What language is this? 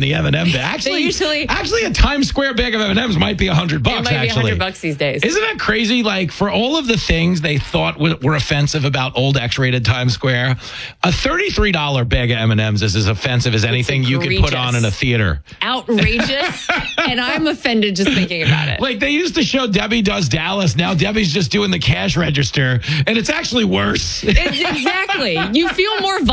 English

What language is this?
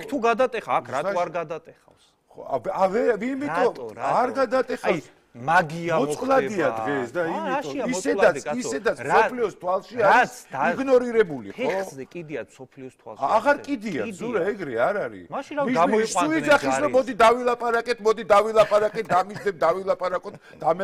Georgian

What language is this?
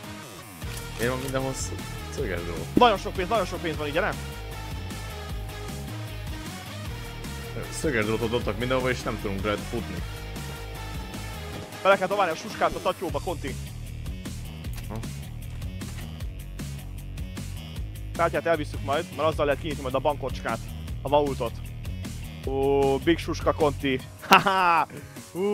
Hungarian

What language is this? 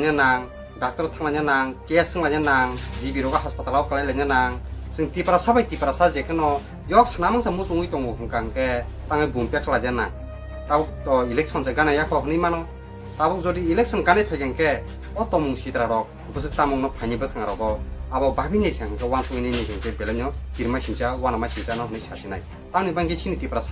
Kok Borok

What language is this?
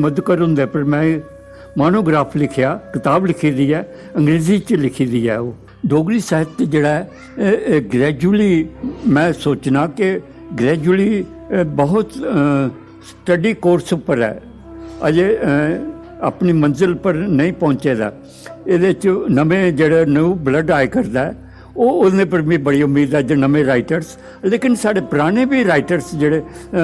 Dogri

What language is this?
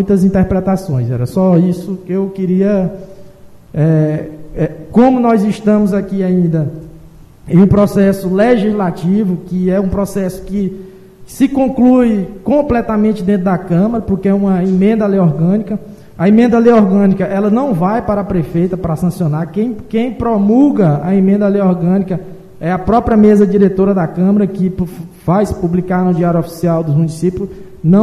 Portuguese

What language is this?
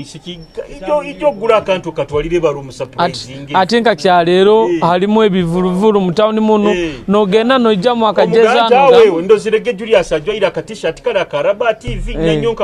Nyoro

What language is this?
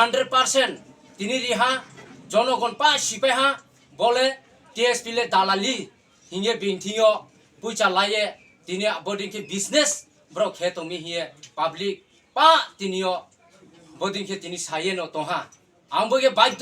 Riang (India)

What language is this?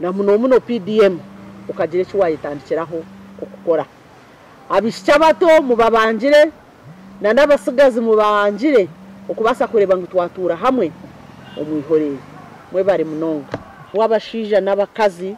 Nyankole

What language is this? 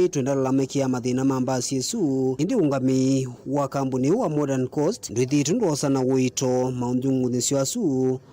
Kamba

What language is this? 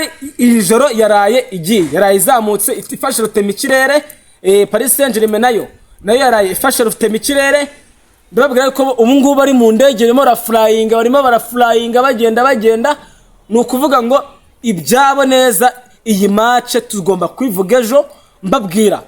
Kinyarwanda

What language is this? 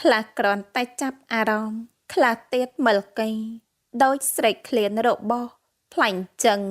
Khmer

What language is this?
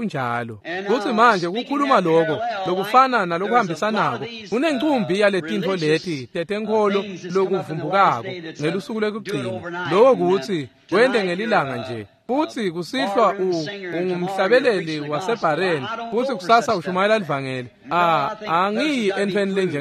Swati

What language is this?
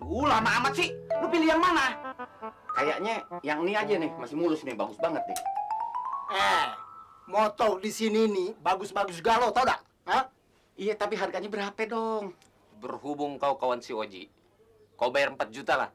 Betawi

